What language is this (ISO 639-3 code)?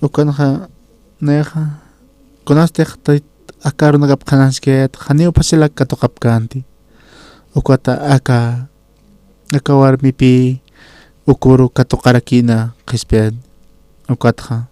aym